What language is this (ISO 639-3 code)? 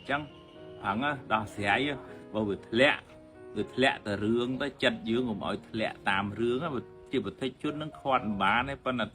khm